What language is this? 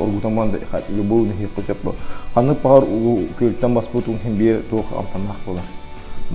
Yakut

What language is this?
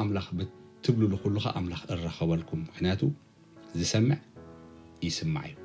Tigrinya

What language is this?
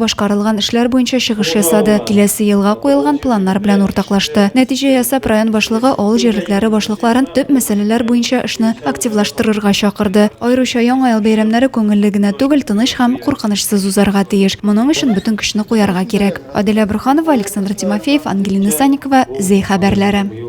Tatar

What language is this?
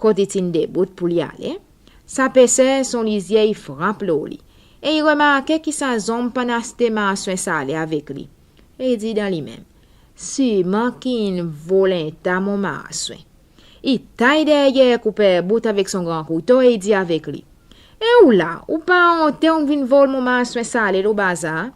Seselwa Creole French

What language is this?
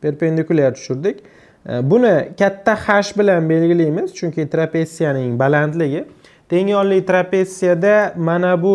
Uzbek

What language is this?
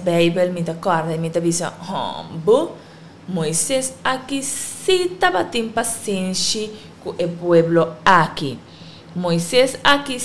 Papiamento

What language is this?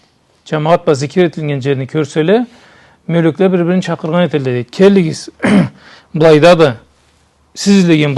Karachay-Balkar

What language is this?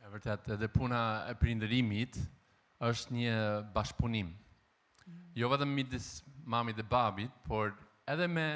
Albanian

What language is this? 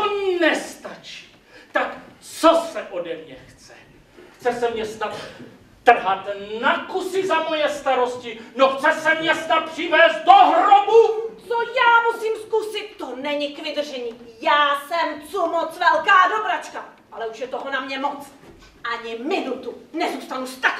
Czech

